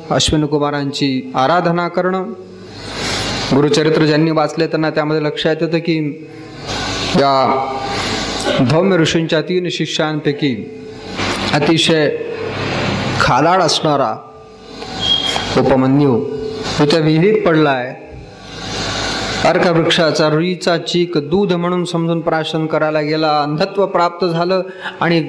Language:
Marathi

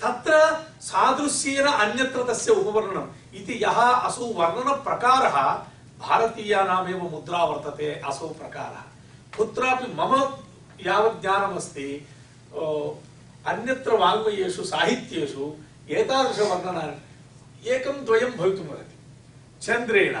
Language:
Sanskrit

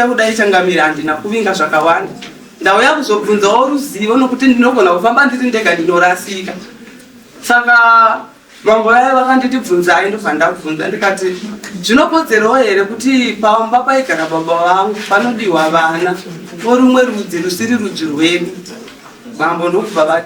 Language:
Shona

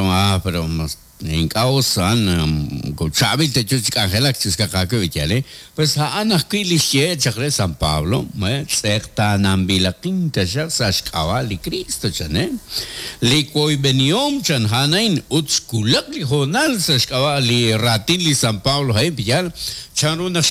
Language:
Kekchí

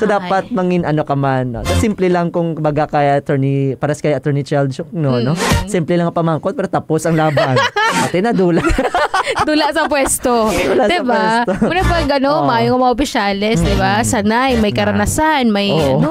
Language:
Hiligaynon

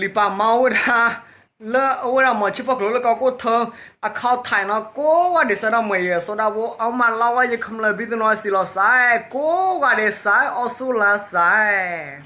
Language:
S'gaw Karen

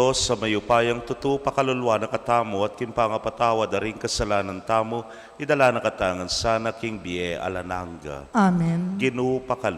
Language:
Pampanga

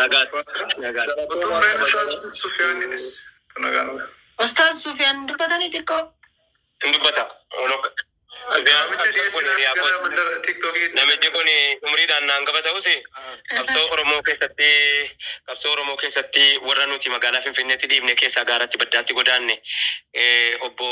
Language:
Oromo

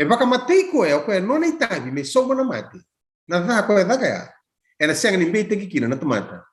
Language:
Fijian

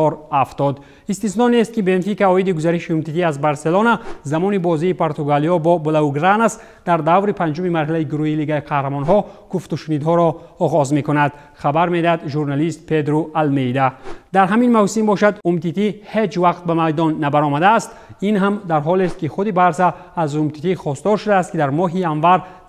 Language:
Tajik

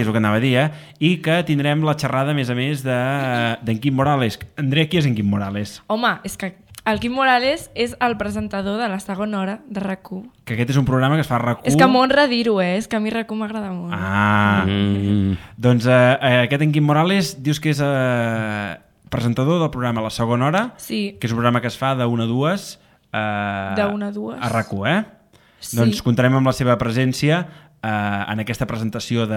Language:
Catalan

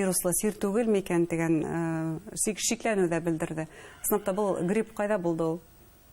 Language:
Bashkir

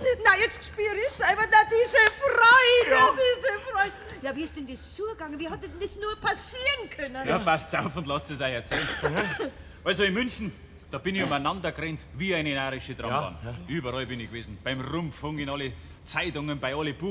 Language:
Bavarian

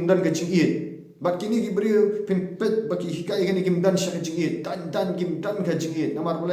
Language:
Khasi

